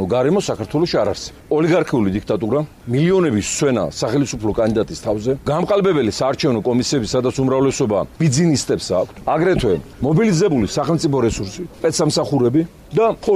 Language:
Georgian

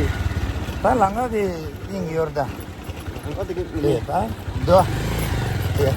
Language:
Tibetan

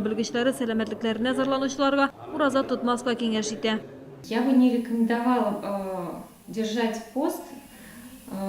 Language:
Tatar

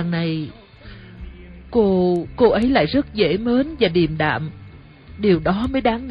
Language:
Vietnamese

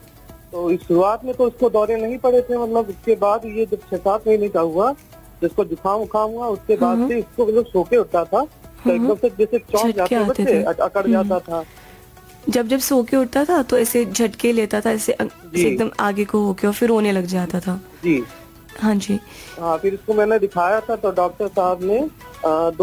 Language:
Hindi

